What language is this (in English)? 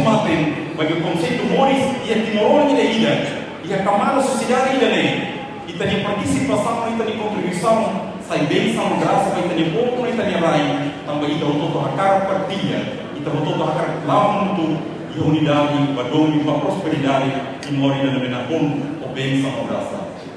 Tetum